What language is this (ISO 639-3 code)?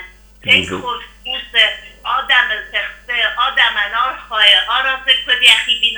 oss